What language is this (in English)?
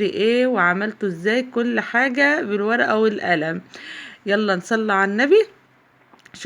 Egyptian Arabic